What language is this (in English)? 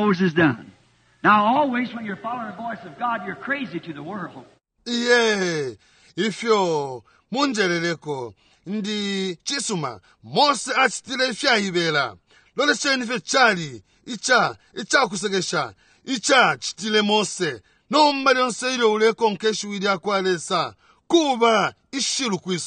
Bemba